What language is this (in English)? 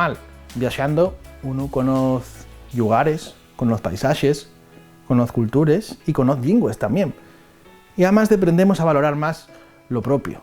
Asturian